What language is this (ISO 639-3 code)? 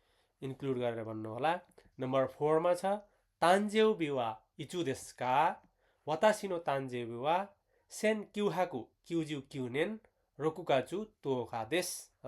nep